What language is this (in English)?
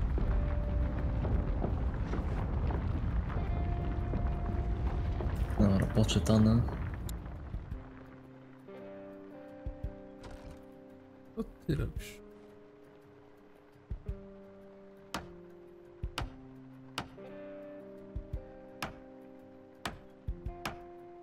Polish